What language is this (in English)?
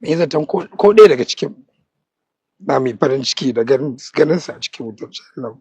Hausa